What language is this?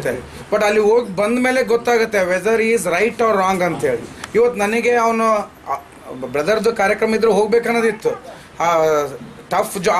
Kannada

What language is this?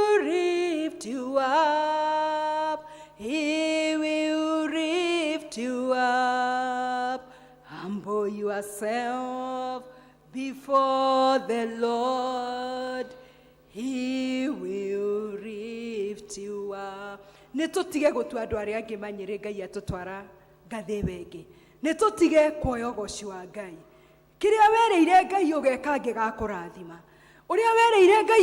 Kikuyu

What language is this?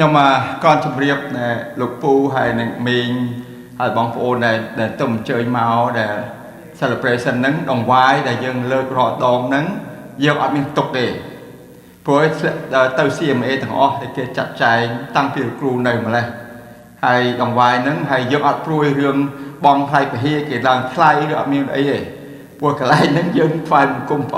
Khmer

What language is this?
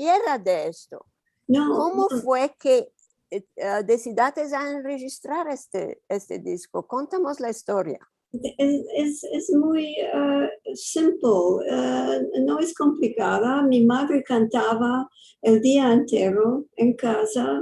Ladino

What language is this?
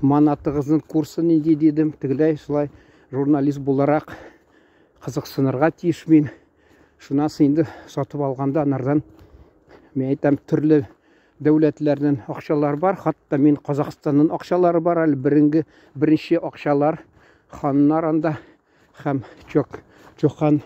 Tatar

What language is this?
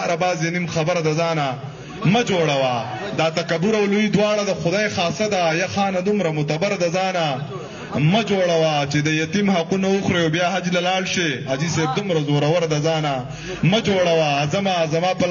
Pashto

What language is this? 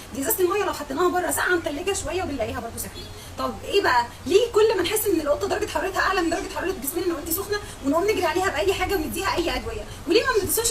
Egyptian Arabic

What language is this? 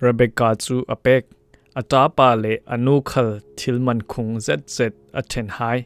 Falam Chin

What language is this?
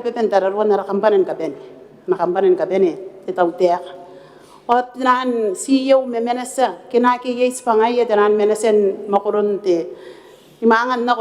Gilbertese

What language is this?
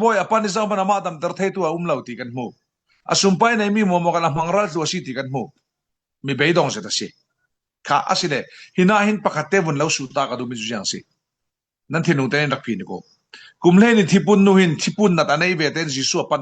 Falam Chin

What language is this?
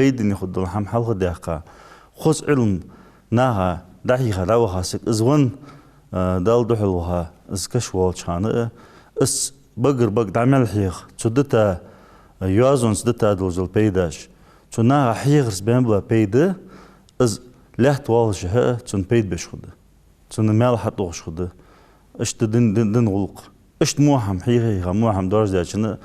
Ingush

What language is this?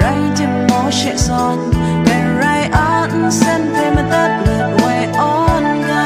Kachin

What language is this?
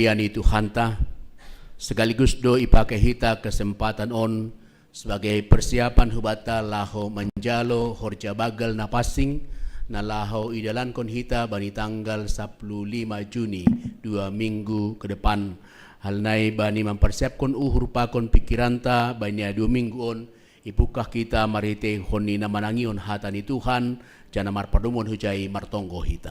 Batak Simalungun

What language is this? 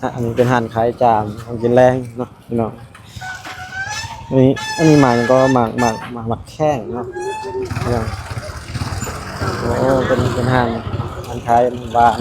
Lao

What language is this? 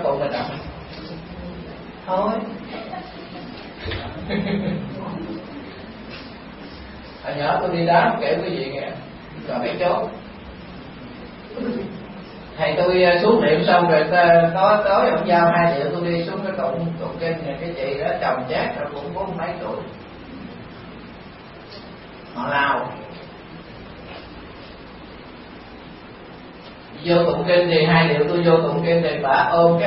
Vietnamese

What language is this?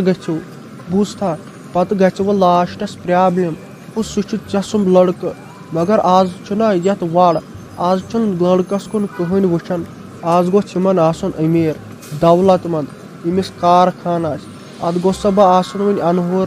Kashmiri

